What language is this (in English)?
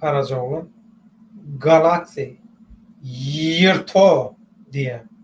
Turkmen